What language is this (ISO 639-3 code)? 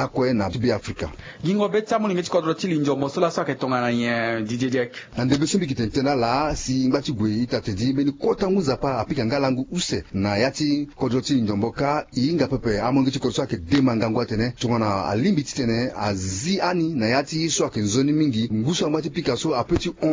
sag